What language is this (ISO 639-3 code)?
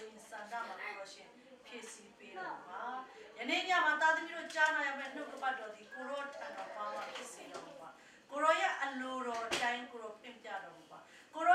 mya